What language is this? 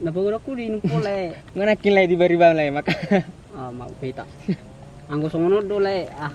Batak Toba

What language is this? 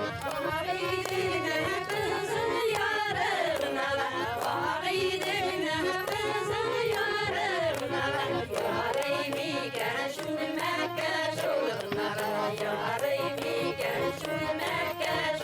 Bashkir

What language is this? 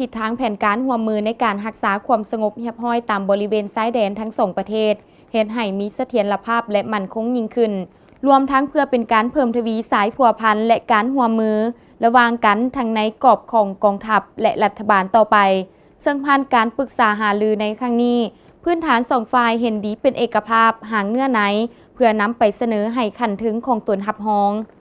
Lao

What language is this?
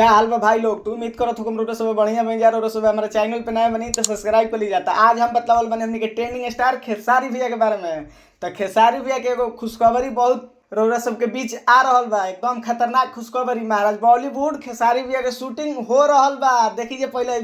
Bhojpuri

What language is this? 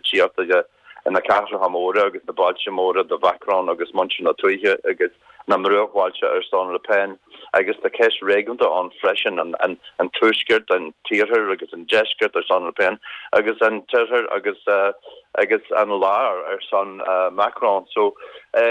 Irish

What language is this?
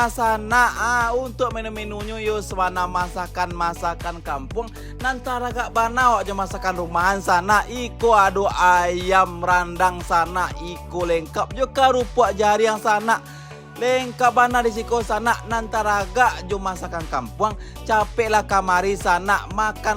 Minangkabau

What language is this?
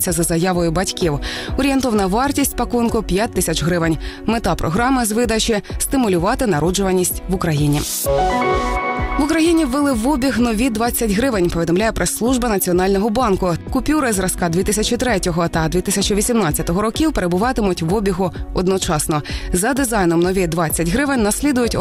Ukrainian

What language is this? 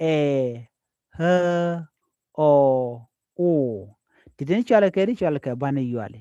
Nuer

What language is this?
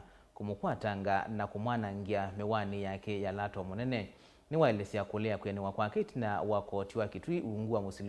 Kamba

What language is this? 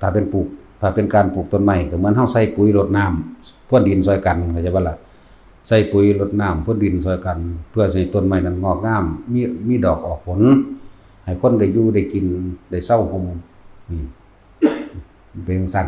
Northeastern Thai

